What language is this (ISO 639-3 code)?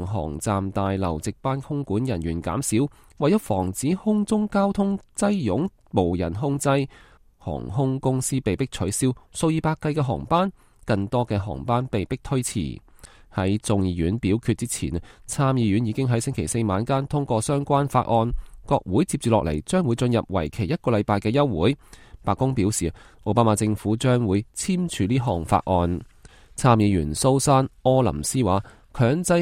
yue